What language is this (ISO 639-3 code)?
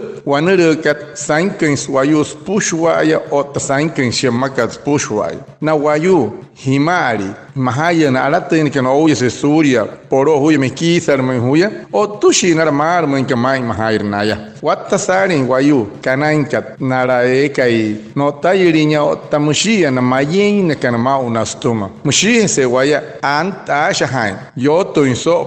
guc